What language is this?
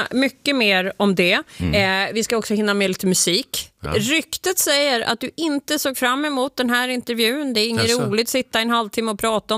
Swedish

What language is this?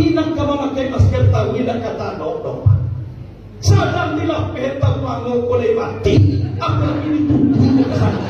Minangkabau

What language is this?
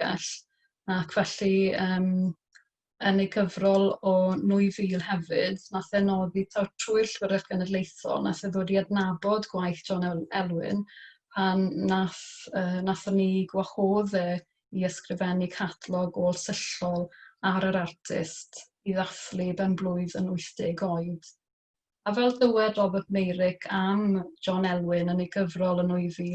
Welsh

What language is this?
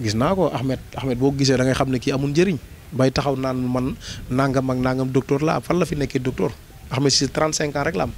Wolof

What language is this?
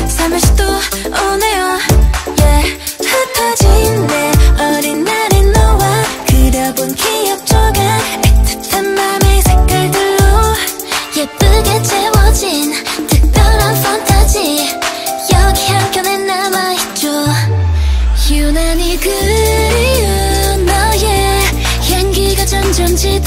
Korean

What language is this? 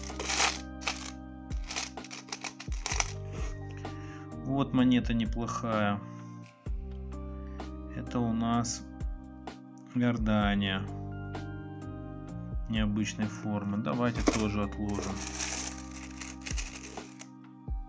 Russian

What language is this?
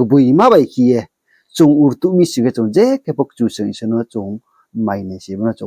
Riang (India)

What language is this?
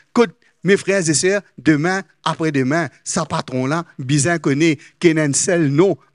Morisyen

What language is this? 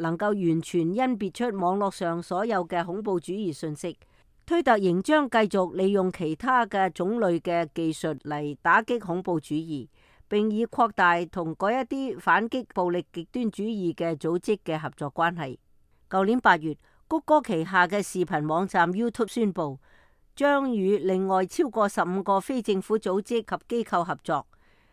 Cantonese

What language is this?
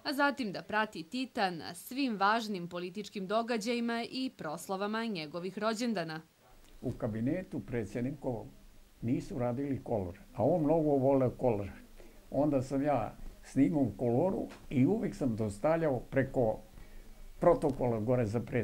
Serbian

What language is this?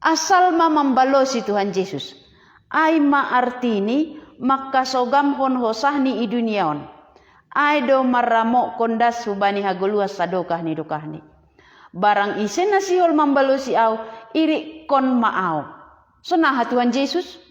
Batak Simalungun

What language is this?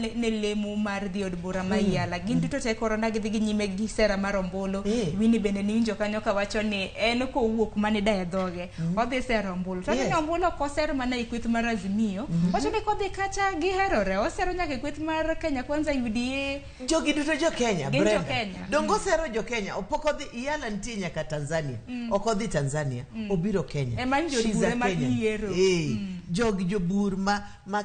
Luo (Kenya and Tanzania)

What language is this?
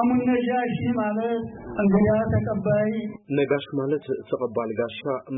Tigrinya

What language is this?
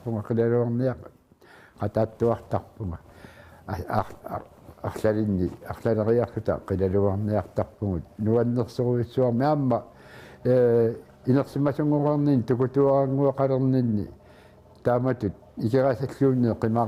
Kalaallisut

